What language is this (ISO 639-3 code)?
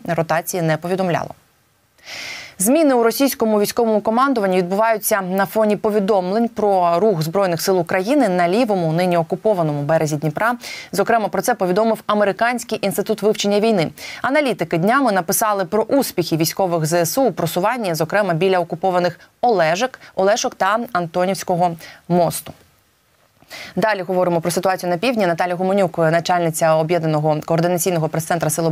ukr